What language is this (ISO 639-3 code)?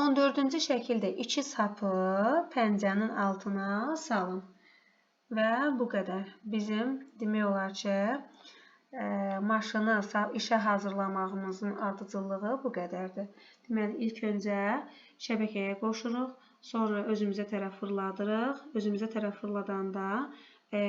aze